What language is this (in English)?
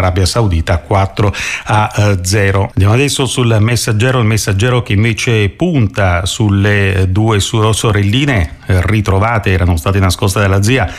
Italian